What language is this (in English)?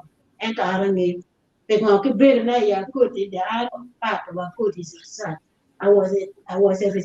Acoli